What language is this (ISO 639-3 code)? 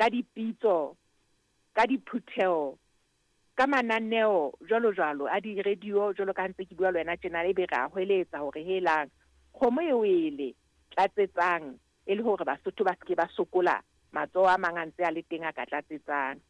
sot